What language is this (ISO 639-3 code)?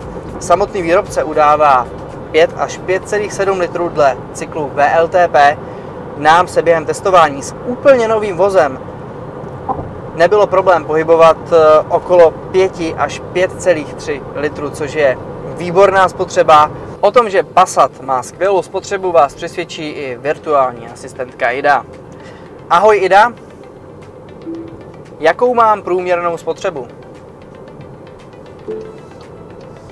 ces